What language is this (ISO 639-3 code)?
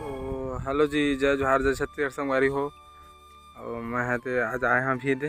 hne